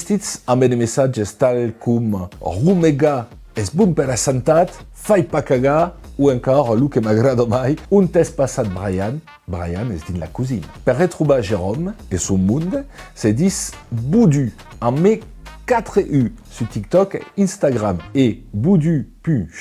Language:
Occitan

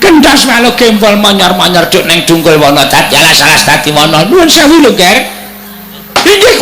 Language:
Javanese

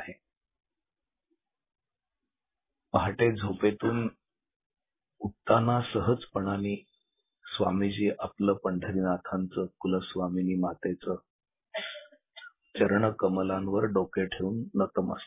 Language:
Marathi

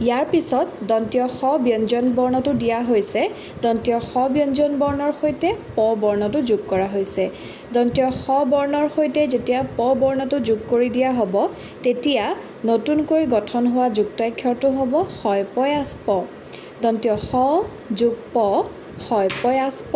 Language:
Assamese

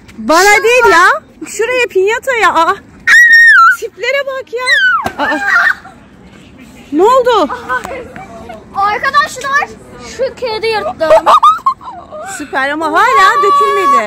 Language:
Turkish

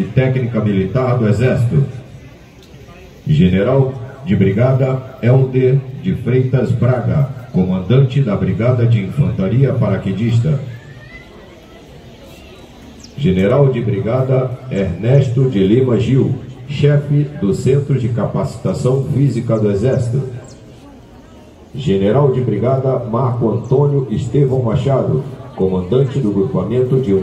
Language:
Portuguese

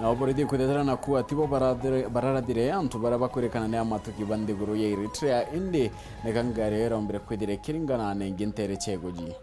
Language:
Meru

